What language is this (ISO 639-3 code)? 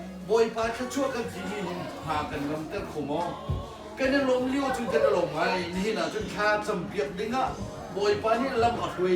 cnh